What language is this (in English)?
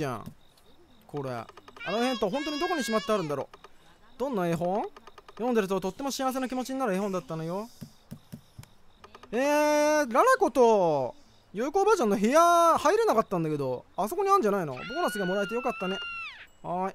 Japanese